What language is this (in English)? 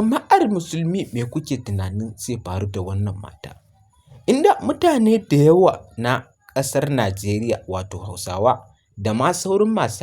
Hausa